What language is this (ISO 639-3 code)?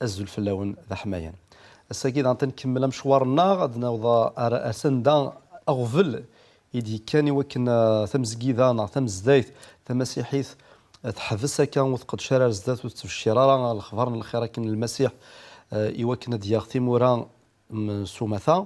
kab